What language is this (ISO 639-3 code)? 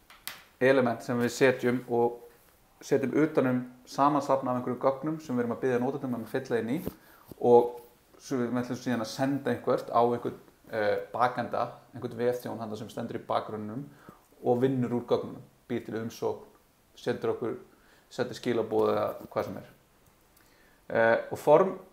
isl